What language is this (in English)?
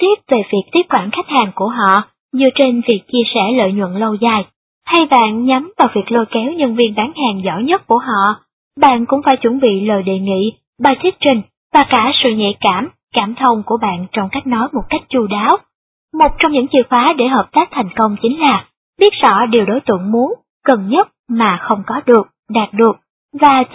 Vietnamese